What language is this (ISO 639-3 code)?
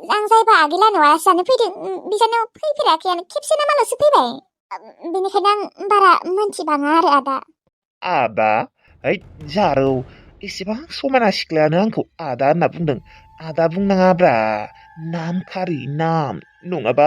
brx